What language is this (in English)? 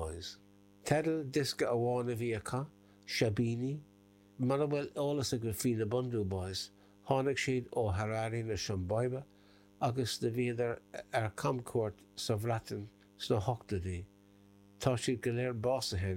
Irish